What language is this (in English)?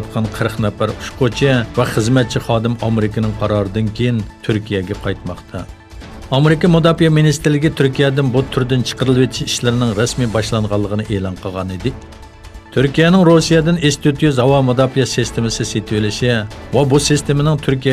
Uyghur